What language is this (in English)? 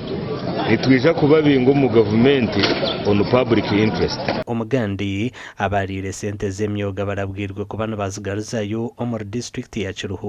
Nyankole